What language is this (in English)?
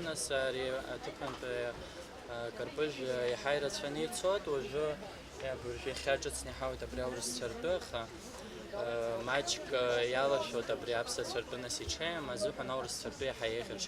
Abkhazian